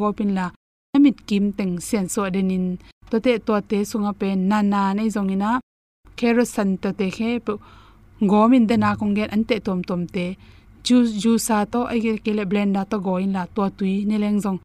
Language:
Tedim Chin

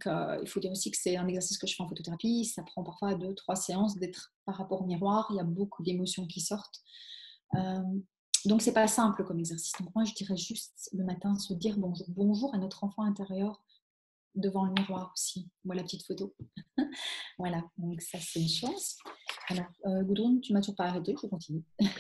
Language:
French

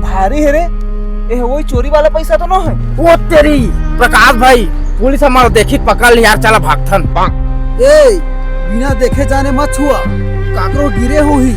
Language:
Chhattisgarhi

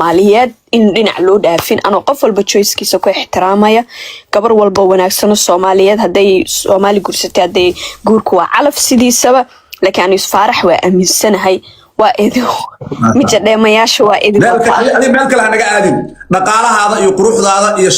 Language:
Somali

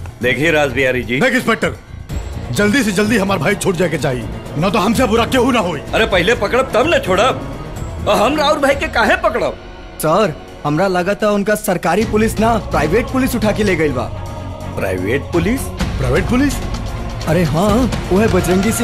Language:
Bhojpuri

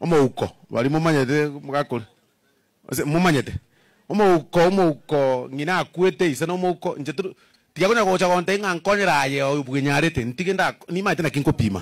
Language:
Gusii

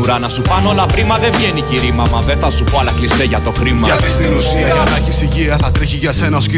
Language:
Greek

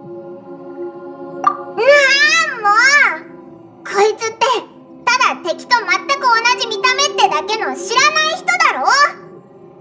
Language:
Japanese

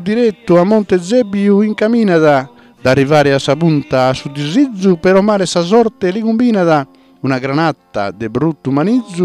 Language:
Sardinian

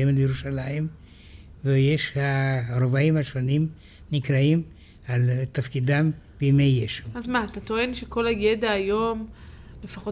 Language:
Hebrew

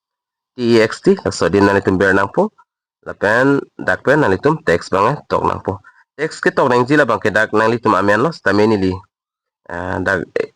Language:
Karbi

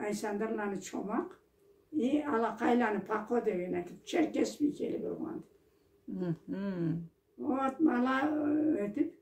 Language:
Karachay-Balkar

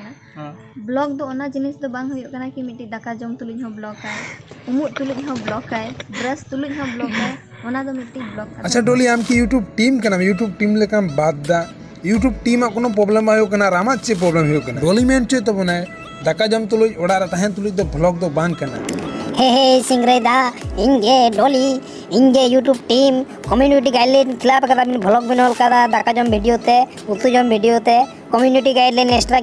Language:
Santali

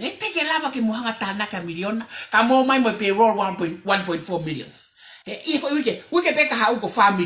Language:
Tongan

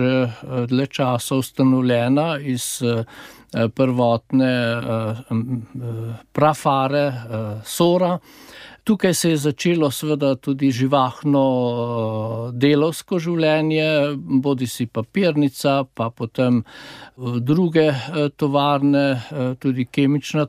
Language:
Slovenian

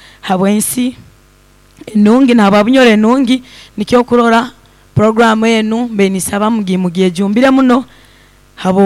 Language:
Nyoro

